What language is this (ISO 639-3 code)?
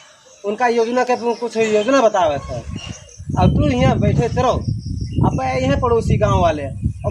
awa